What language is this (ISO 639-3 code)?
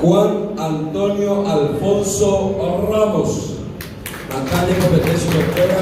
grn